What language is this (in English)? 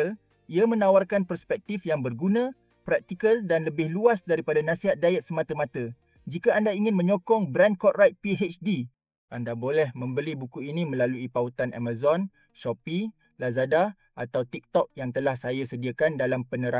Malay